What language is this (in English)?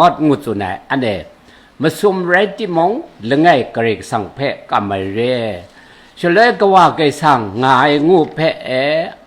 Kachin